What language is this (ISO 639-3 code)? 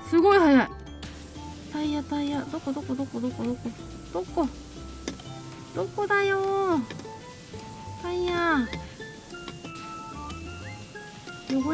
jpn